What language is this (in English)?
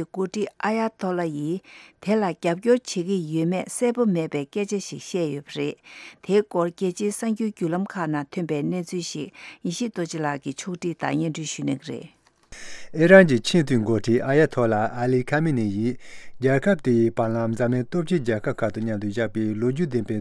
Tibetan